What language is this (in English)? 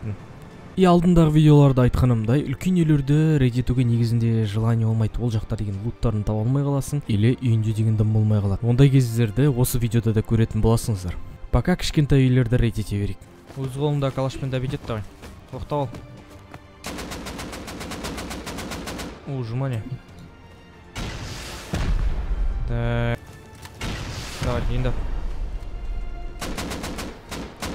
Kazakh